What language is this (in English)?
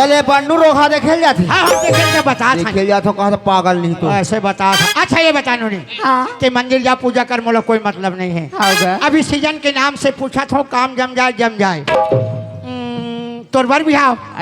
Chhattisgarhi